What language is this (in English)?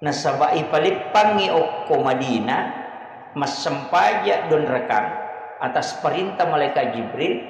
Buginese